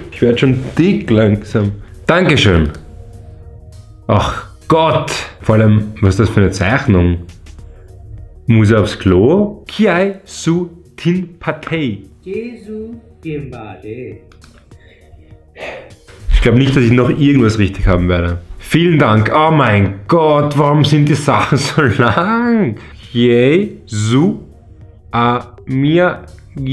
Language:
German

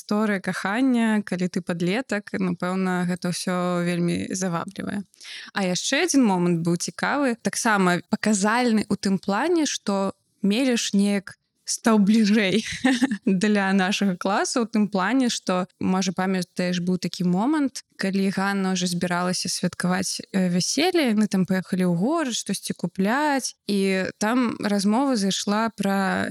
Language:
Belarusian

